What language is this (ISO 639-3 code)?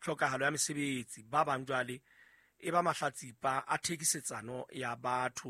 sot